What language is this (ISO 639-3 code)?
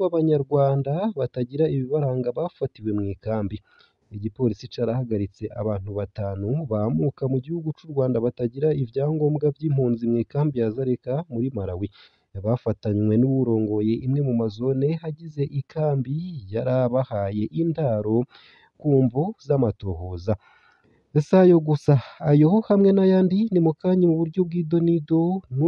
run